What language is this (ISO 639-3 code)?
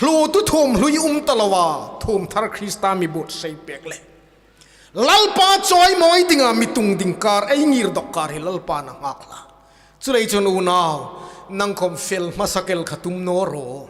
hmr